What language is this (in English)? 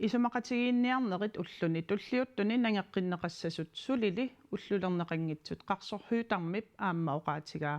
Kalaallisut